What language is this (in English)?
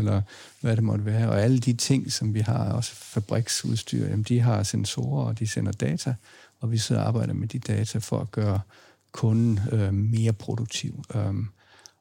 Danish